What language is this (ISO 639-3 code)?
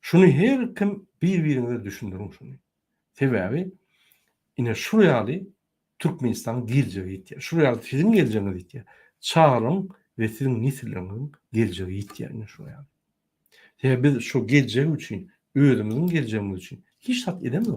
tuk